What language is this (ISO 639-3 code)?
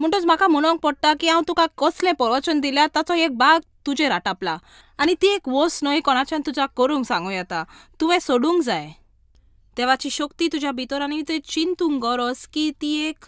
kok